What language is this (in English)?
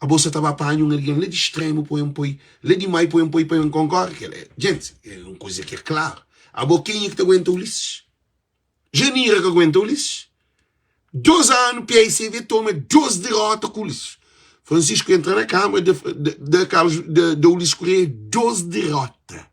Kabuverdianu